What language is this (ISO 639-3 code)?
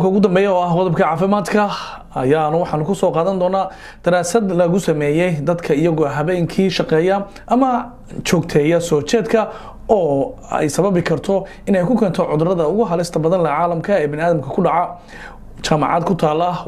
som